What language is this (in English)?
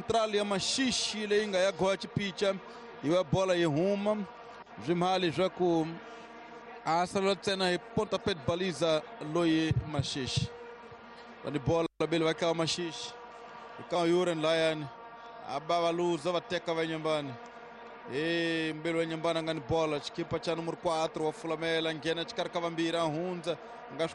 Tsonga